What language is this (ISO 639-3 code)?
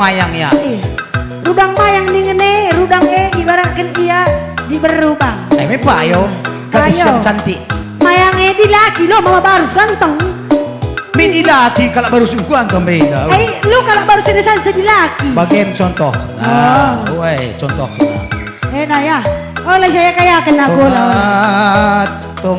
btx